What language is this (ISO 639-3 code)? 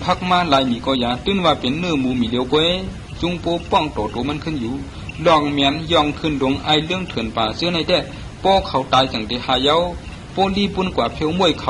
shn